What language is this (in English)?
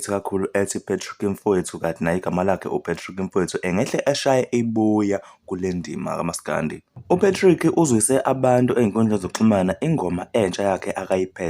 Zulu